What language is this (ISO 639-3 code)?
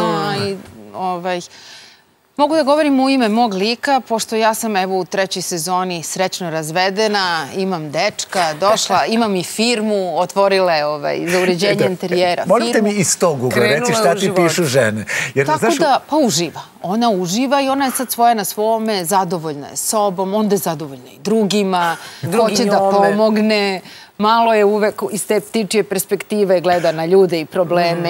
srp